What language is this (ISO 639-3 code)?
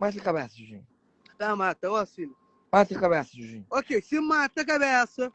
kea